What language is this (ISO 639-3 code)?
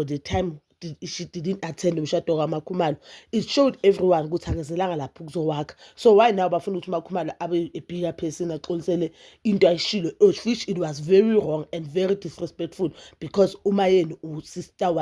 zul